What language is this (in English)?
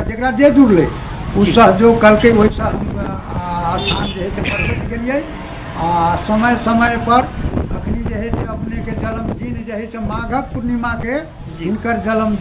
Maithili